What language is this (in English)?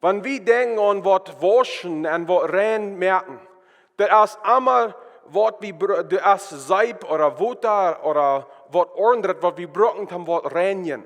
Plautdietsch